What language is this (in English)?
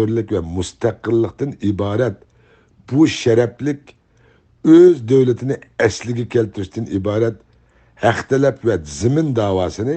Uyghur